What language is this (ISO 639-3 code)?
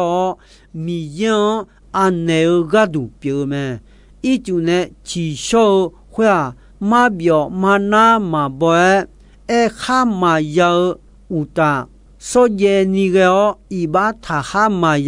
ahk